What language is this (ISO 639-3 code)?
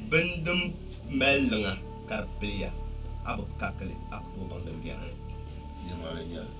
dag